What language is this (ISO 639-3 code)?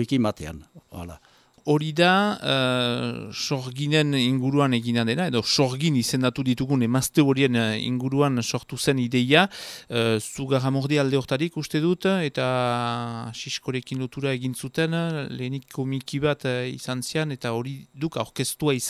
eus